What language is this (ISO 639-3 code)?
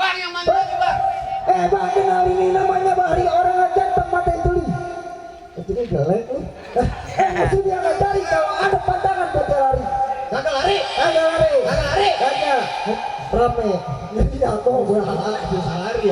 bew